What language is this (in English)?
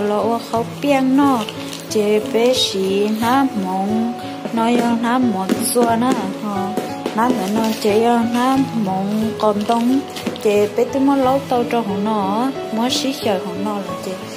Hmong